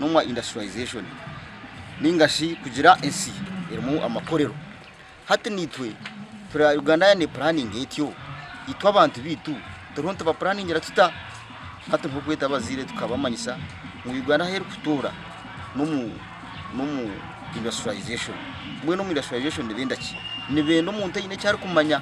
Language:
Nyankole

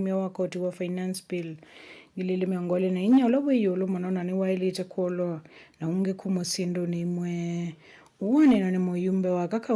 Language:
Kamba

